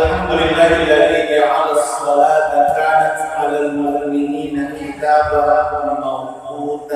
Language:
Buginese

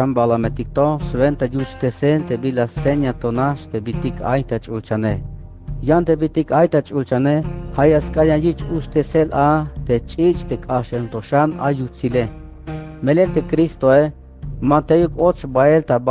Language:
Tzeltal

